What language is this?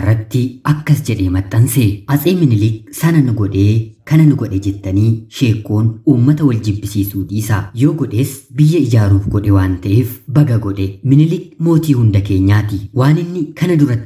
Oromo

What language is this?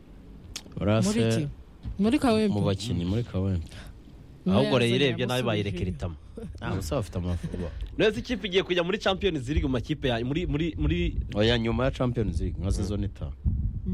Kinyarwanda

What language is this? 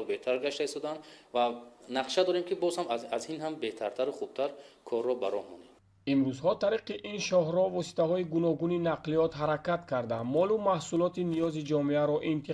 Tajik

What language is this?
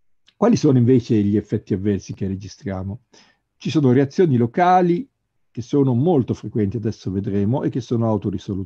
Italian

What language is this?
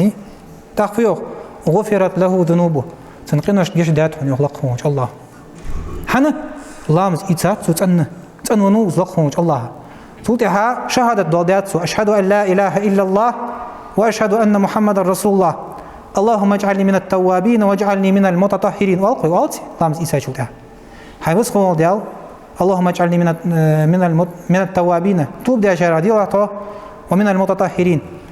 Ingush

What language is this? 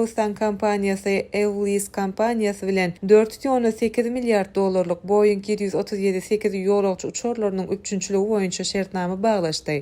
Turkmen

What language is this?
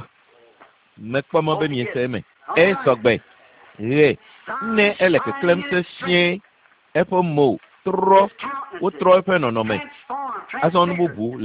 Ewe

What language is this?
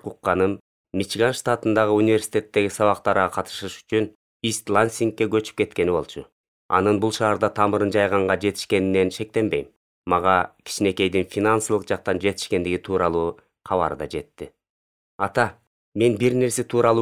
Kyrgyz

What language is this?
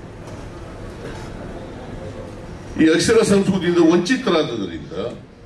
Kannada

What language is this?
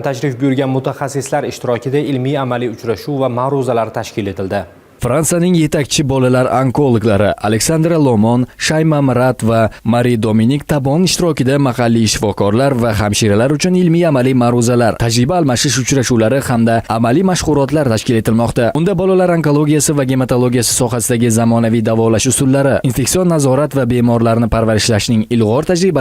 Uzbek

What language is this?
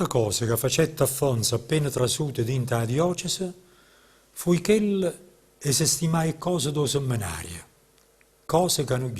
Neapolitan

